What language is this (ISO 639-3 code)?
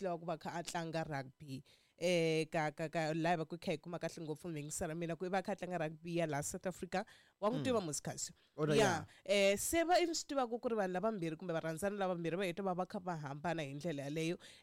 tso